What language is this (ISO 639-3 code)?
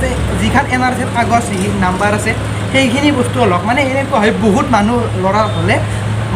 asm